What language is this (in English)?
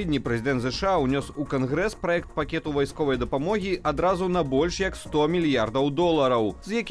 Belarusian